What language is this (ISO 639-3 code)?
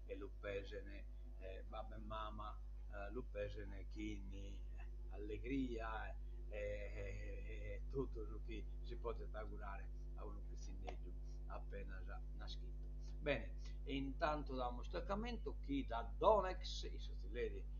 srd